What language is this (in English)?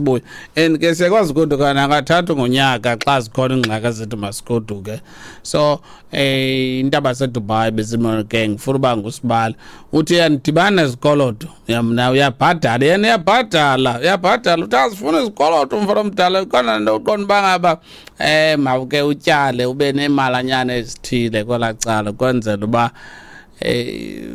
Xhosa